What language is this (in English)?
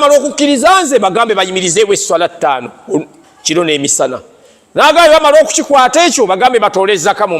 Ganda